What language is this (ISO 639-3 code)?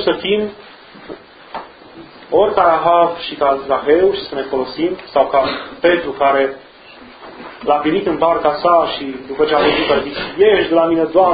ron